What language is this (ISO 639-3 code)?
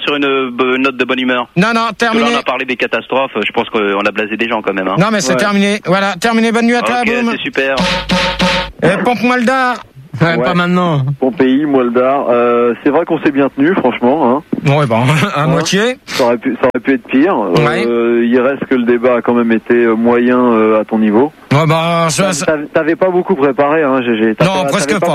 fra